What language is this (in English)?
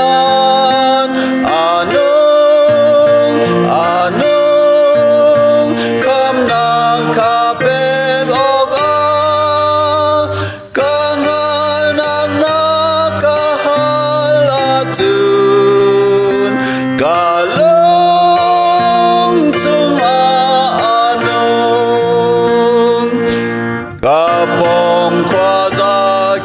Hakha Chin